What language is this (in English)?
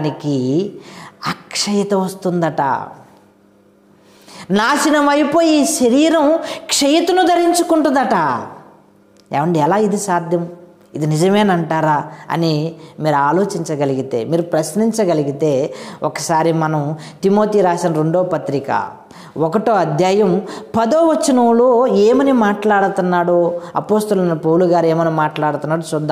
Telugu